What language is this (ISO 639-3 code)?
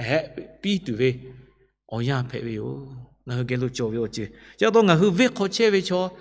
lhu